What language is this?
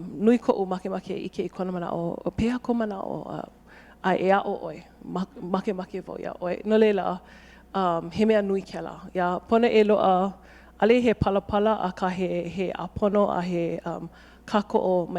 Hawaiian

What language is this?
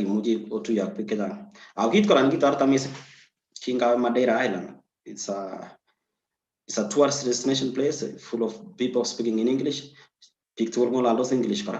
Kalenjin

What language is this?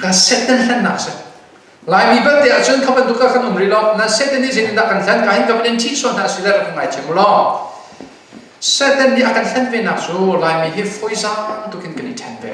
Hakha Chin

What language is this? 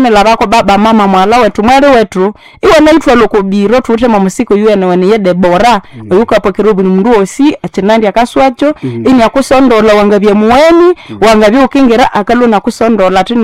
Nande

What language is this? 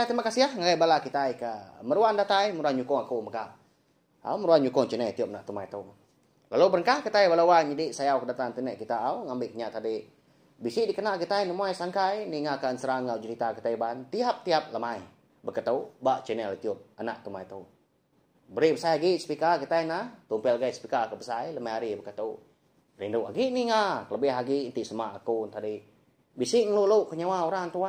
Iban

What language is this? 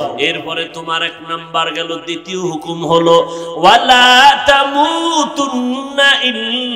Bangla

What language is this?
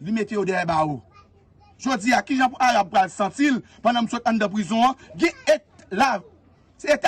Haitian Creole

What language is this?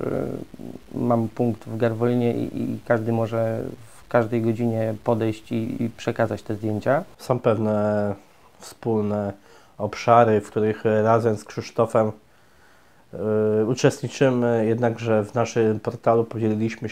Polish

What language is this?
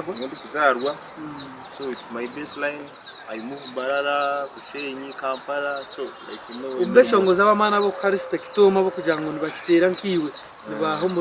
Nyankole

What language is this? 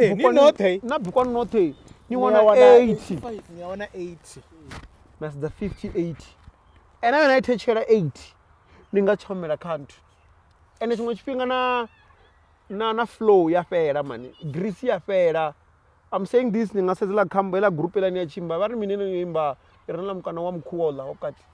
Venda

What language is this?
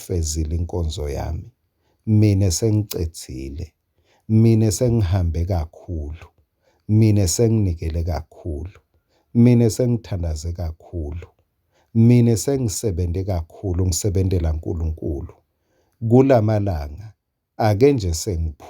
Swati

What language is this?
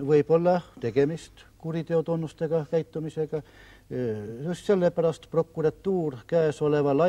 Estonian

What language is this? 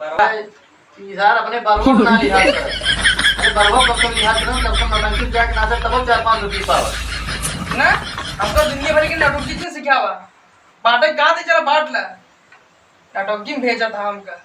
Awadhi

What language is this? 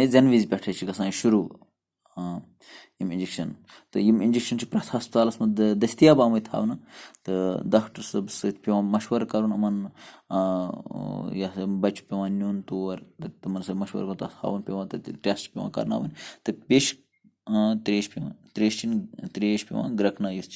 Kashmiri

